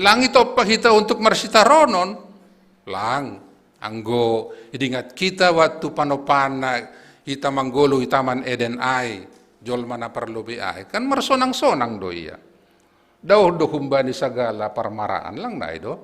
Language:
Batak Simalungun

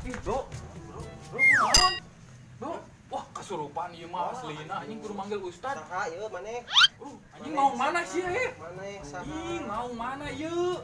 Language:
Sundanese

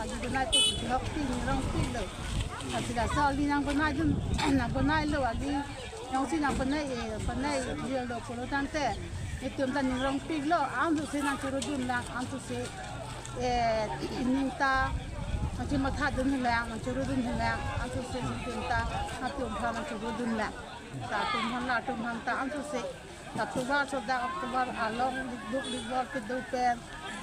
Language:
Karbi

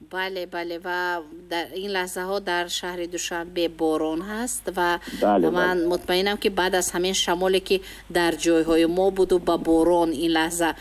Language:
Tajik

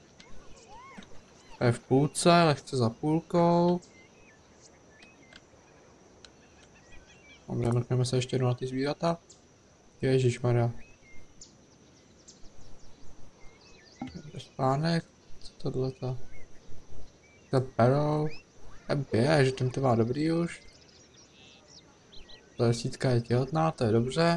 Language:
Czech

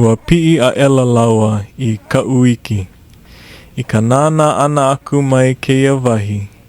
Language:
Hawaiian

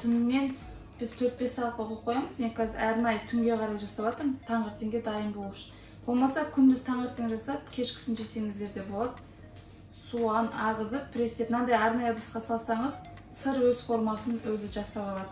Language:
Kazakh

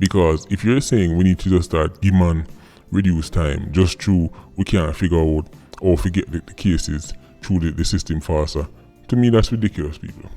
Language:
Jamaican Creole English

